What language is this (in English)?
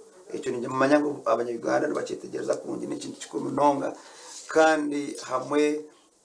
Nyankole